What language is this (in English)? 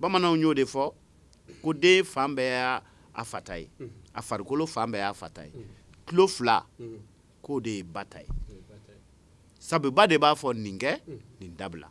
Bambara